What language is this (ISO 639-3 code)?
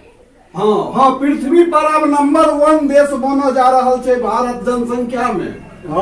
mai